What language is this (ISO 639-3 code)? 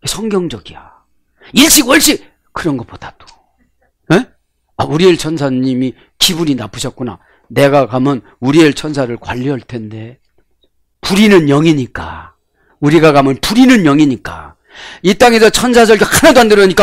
kor